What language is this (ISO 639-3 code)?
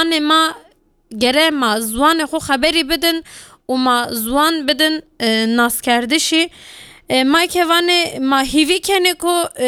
kur